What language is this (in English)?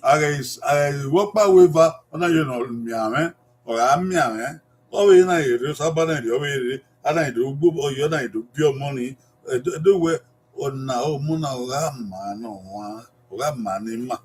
Bini